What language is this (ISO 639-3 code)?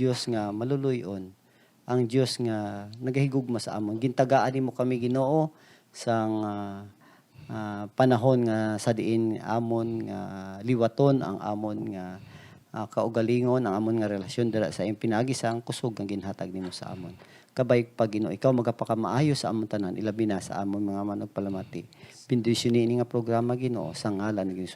hil